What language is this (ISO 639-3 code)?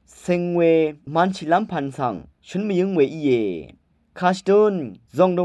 raw